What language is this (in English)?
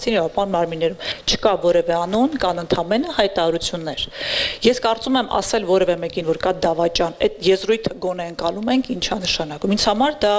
Armenian